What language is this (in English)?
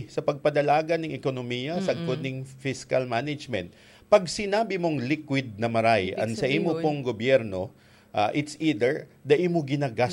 Bikol